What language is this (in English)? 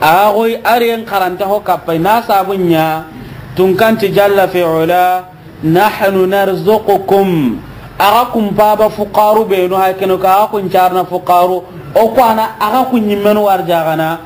Soninke